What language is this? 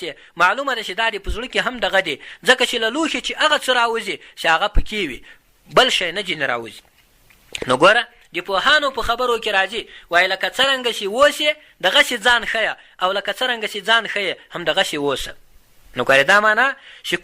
Pashto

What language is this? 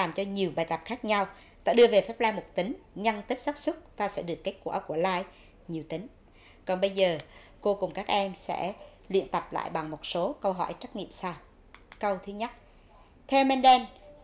Vietnamese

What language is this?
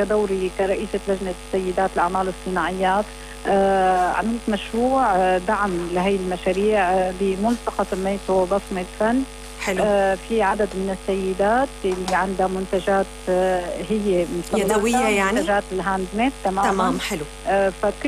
North Levantine Arabic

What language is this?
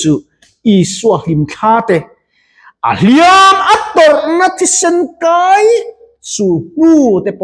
Mizo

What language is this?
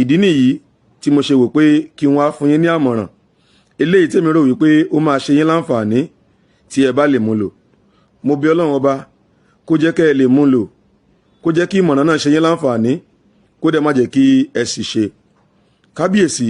Yoruba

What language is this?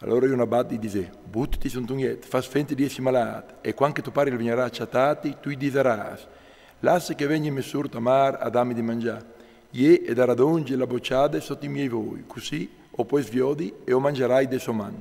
Friulian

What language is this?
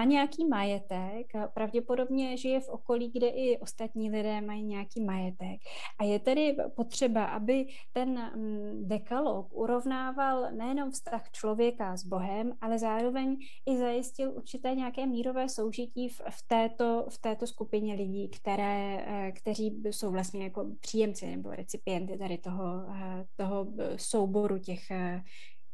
Czech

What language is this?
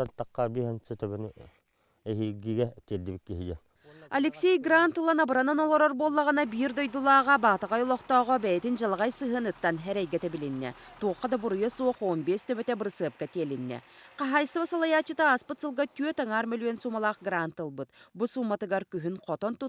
Yakut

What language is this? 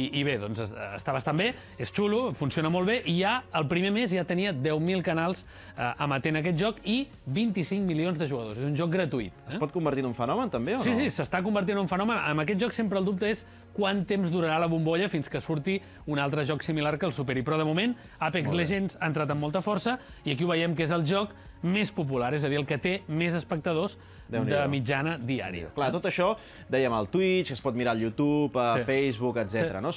Catalan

